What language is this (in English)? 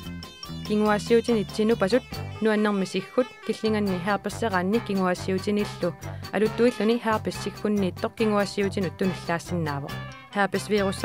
Kalaallisut